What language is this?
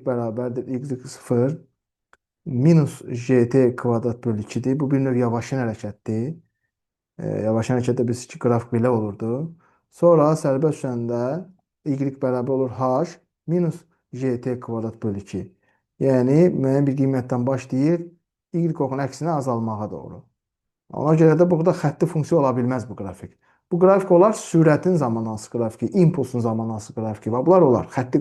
Azerbaijani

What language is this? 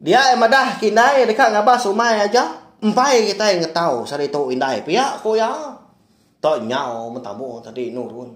Iban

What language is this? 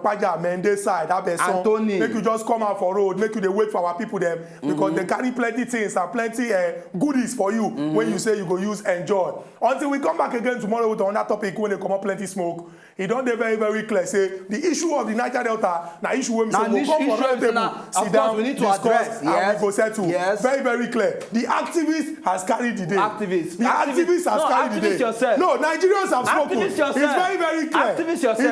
Nigerian Pidgin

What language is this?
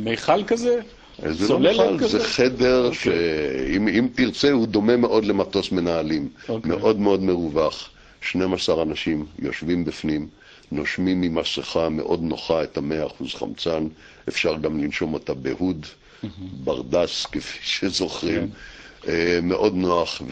Hebrew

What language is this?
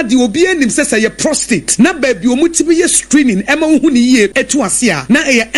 Akan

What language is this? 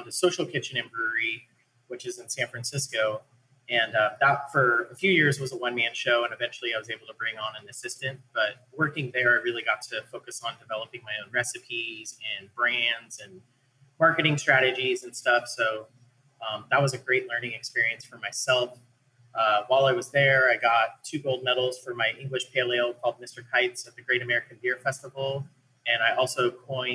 English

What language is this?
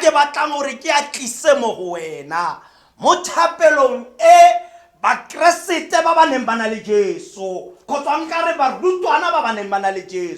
Tswana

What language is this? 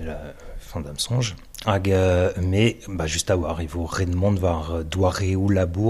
Breton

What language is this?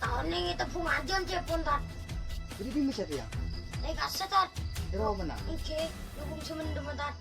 Madurese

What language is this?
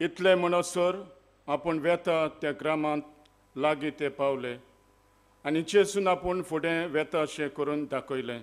Konkani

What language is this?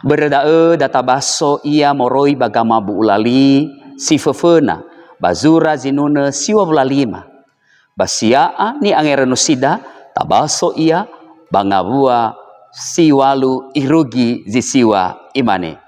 Nias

